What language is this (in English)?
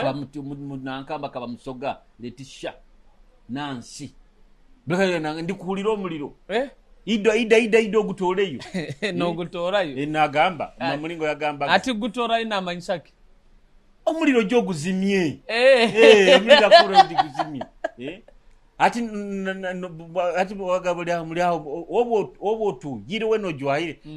Nyoro